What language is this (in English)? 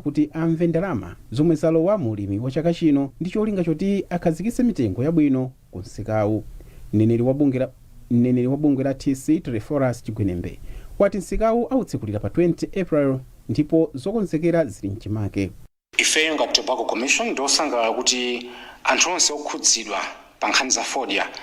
Nyanja